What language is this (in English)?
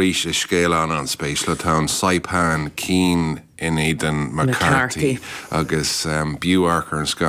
Irish